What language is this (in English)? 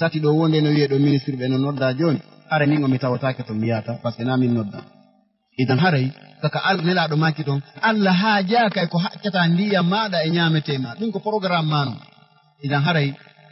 Fula